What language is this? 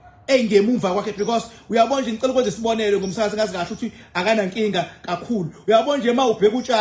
Zulu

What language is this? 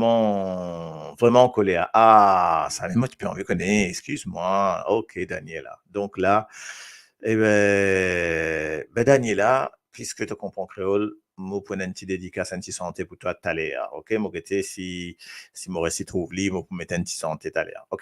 Morisyen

